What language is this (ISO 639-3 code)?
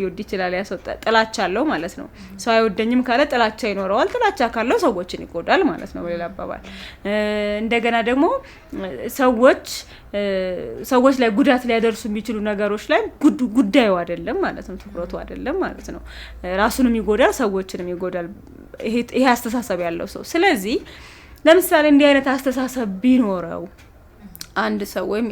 amh